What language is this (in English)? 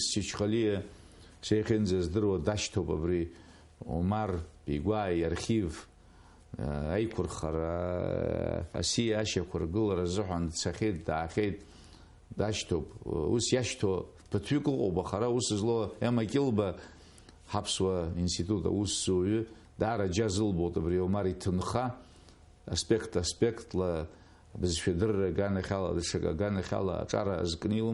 Abkhazian